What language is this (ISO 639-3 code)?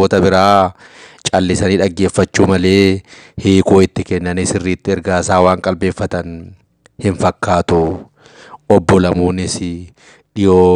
orm